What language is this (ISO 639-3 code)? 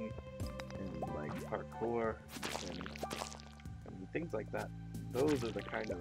eng